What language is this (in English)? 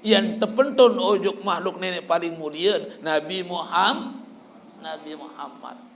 Sasak